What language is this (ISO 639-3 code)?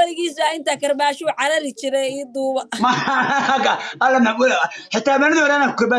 som